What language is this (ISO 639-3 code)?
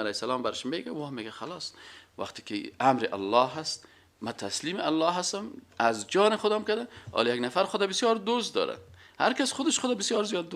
fas